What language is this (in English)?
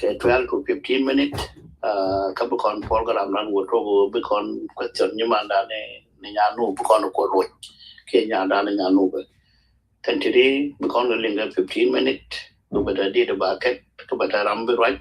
Nuer